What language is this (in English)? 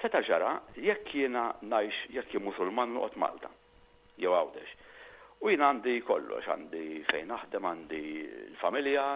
Maltese